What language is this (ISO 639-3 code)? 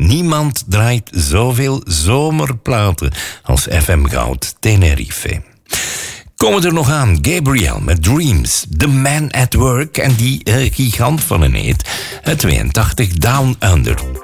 nld